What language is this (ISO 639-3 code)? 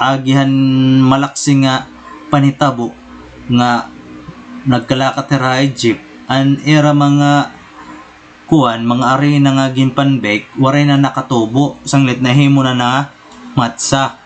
war